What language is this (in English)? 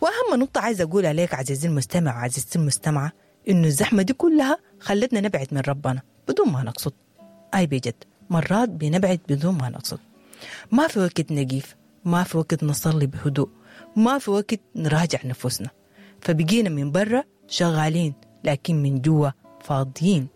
Sudanese Arabic